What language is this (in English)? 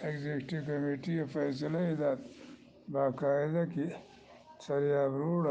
Eastern Balochi